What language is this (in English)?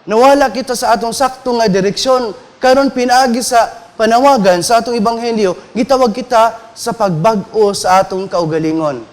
Cebuano